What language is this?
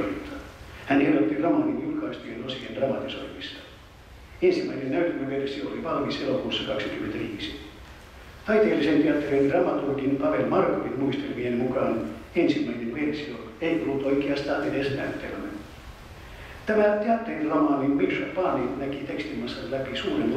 Finnish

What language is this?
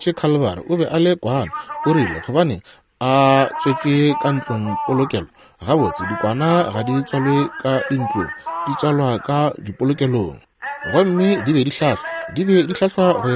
Northern Sotho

